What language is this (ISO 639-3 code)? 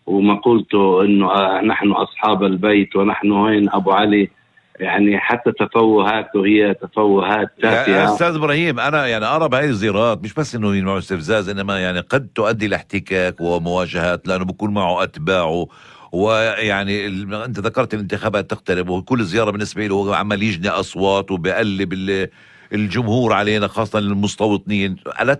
apc